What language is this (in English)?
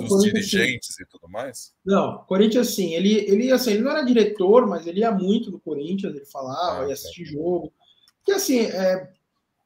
Portuguese